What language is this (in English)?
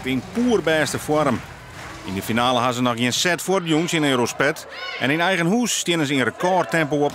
Western Frisian